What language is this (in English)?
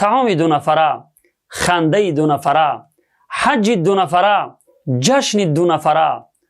Tajik